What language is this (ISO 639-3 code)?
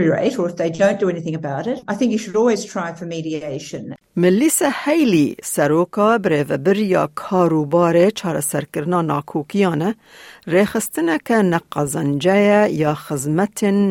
kur